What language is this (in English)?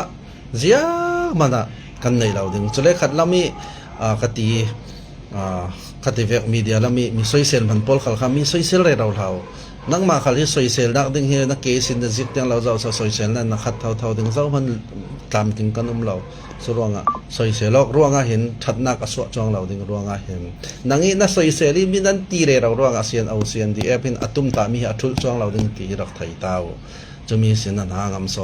Falam Chin